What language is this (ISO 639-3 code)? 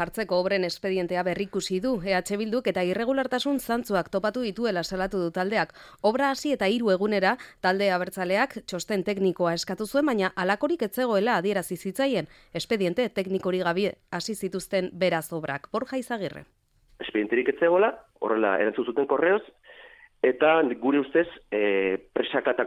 eus